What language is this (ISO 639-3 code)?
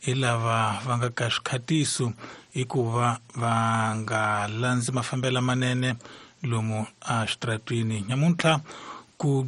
tso